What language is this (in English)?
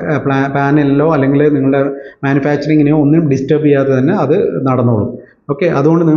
Malayalam